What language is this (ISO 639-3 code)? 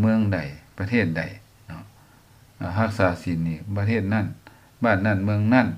lao